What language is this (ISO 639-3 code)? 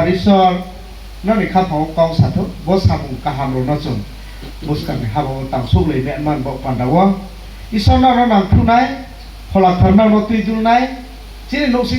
ria